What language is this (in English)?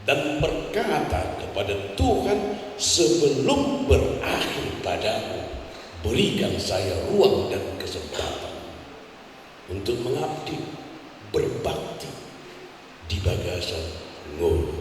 Batak Toba